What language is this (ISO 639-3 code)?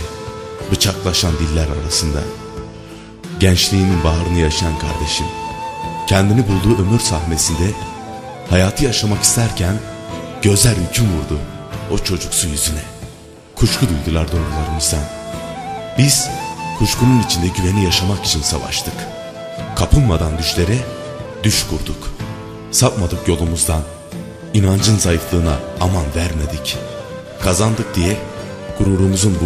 tur